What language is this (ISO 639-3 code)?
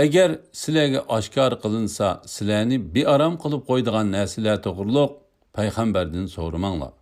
uig